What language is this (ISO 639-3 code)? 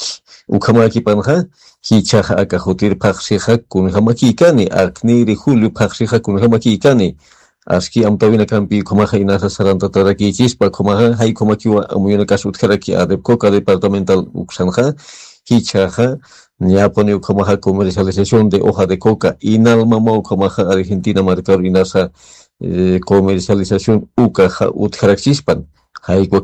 aym